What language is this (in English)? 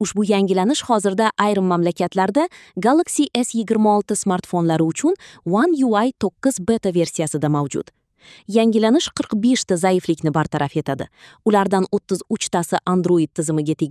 Uzbek